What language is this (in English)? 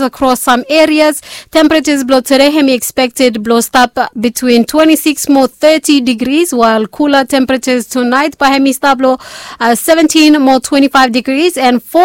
Bislama